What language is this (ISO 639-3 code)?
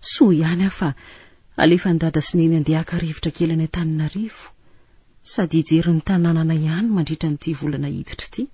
mlg